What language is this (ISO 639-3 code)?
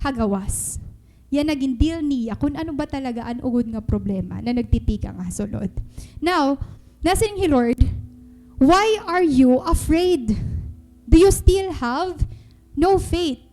war